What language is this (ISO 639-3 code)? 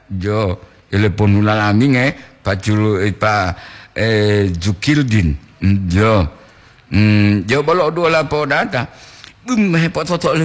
gor